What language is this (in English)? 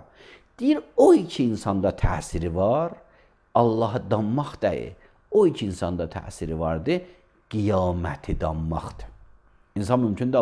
Azerbaijani